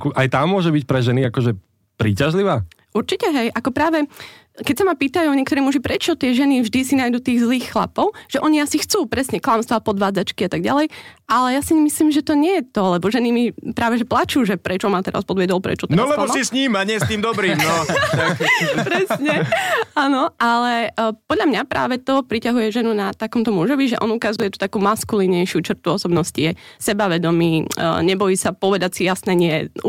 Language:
Slovak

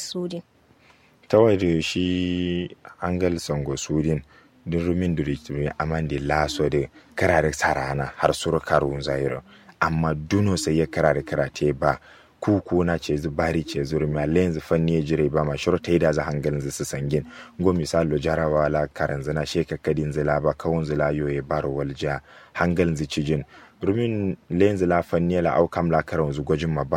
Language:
Kanuri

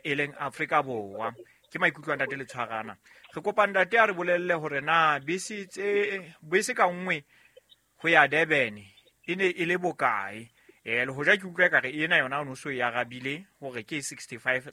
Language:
Southern Sotho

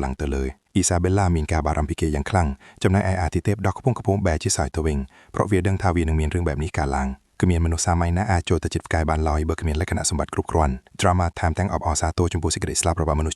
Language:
Khmer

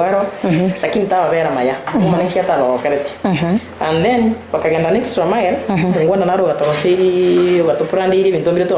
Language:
Gusii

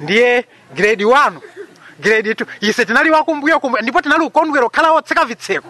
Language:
Nyanja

